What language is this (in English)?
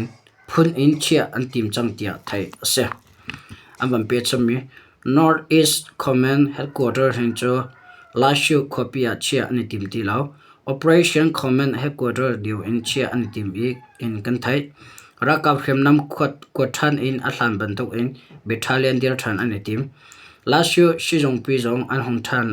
Hakha Chin